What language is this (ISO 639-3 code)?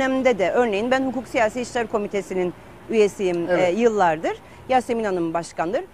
tur